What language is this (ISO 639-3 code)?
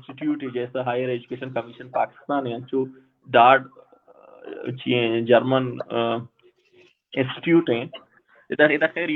bal